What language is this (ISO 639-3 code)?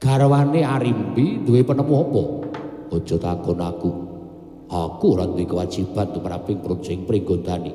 jav